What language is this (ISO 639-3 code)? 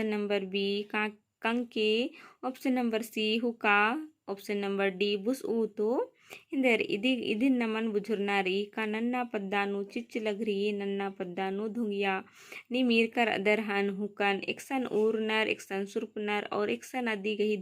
kru